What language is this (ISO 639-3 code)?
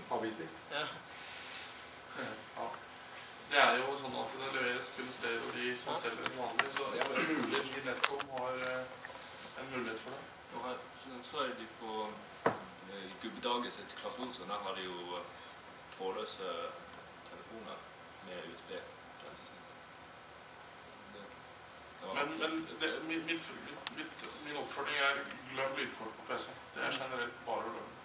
nor